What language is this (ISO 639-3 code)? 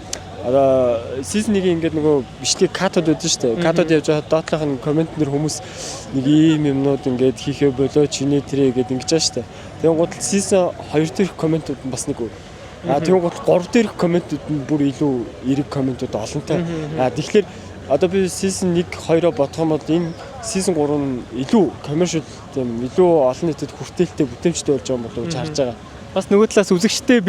mon